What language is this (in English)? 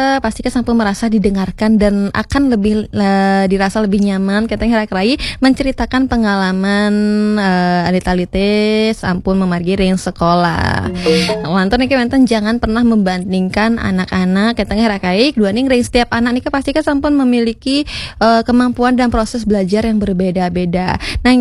Balinese